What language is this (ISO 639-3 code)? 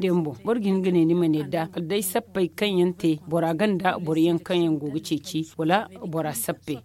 dje